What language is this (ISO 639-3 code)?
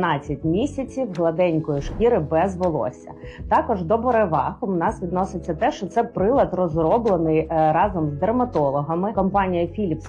ukr